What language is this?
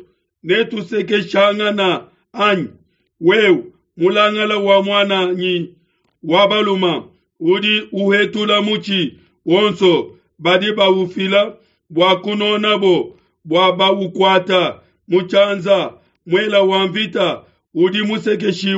Luba-Lulua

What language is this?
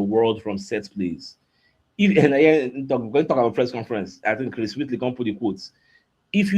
Nigerian Pidgin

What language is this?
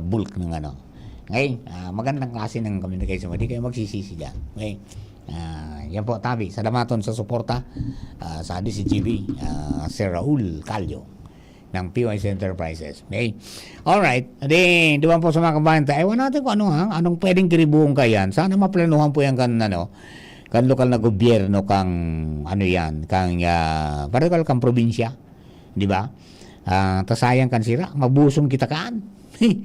Bikol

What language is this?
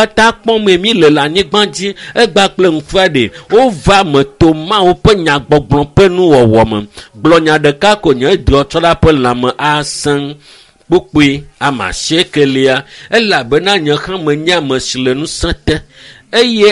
Ewe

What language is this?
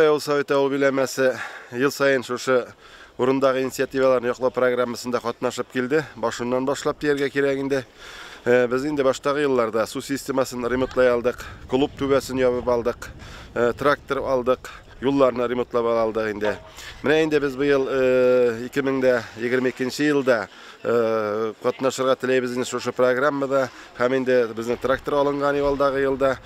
Tatar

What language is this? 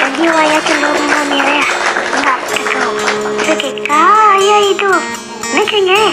Iban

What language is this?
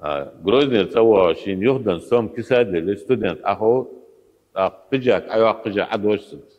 Ingush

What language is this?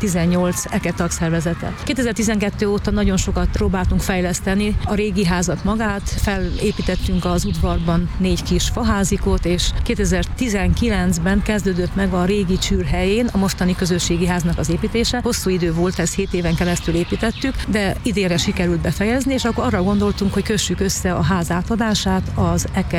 Hungarian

